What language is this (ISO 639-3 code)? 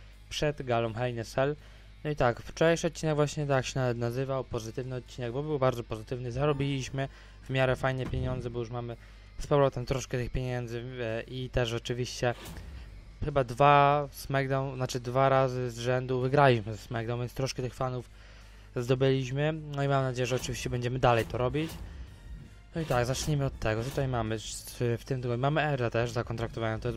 pol